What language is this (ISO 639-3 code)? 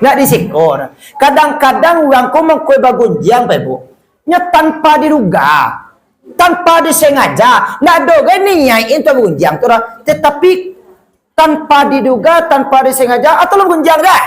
min